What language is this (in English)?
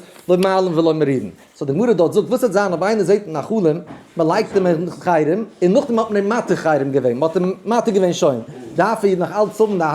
Yiddish